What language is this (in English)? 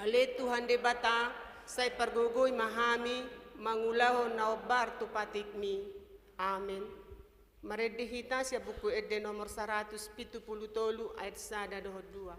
Batak Toba